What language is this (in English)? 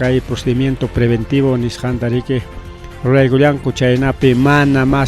Ayacucho Quechua